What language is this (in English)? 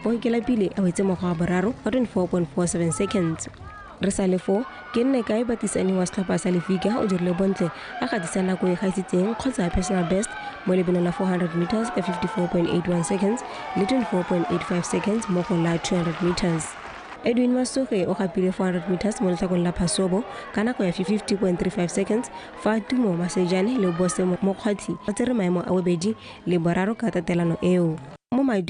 Tswana